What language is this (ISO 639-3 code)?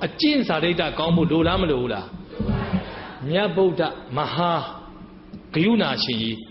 mya